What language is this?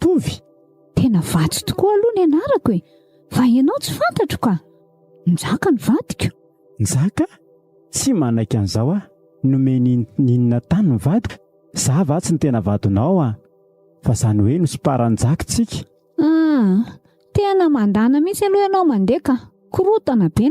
Malagasy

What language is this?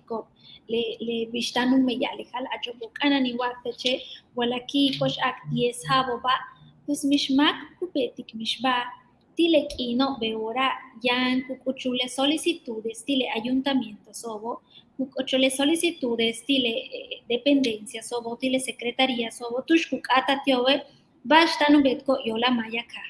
Yucateco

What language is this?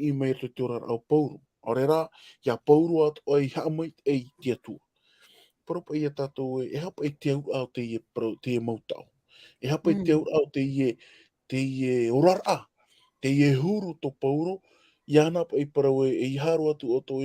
Tahitian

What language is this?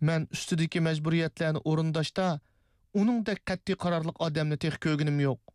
Uyghur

